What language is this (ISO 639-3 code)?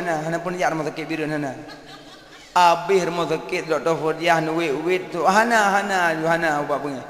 ace